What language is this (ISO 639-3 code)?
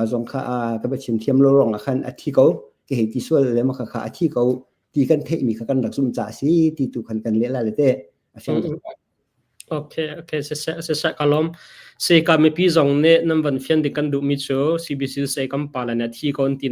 cnh